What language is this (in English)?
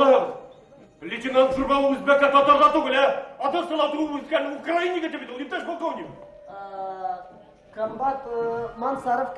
Bashkir